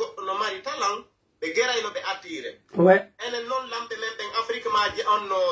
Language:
Pular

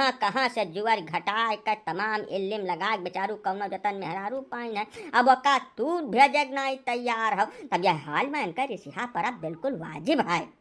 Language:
Awadhi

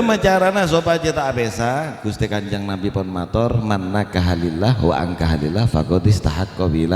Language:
Madurese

